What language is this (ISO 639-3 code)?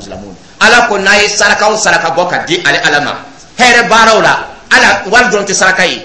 dyu